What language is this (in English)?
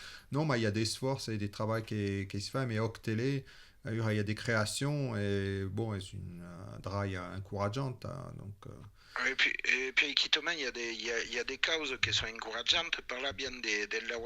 Occitan